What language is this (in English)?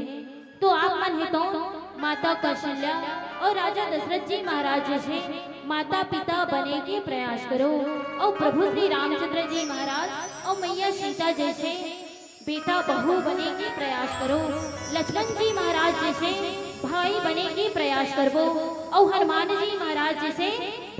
Chhattisgarhi